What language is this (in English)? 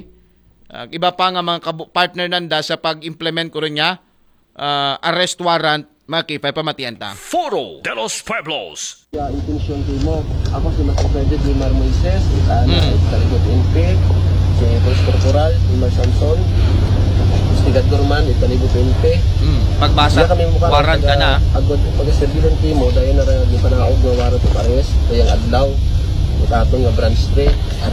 Aklanon